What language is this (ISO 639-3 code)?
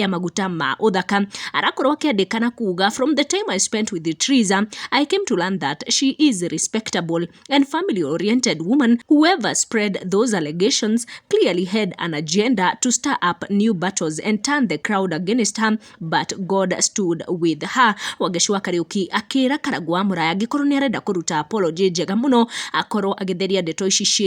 kik